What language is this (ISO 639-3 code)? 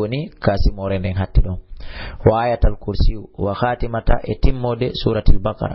ful